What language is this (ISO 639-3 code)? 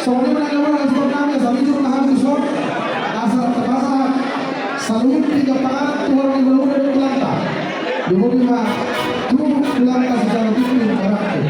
bbc